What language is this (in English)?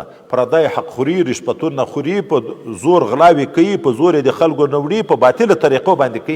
Pashto